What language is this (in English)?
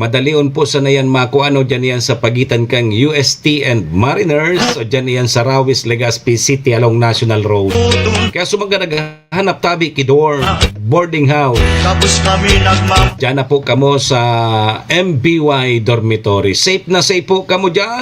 Bikol